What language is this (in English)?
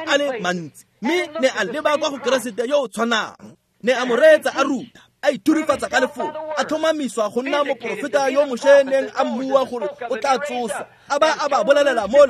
Tswana